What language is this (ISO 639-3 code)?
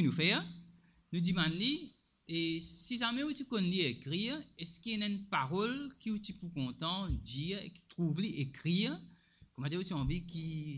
mfe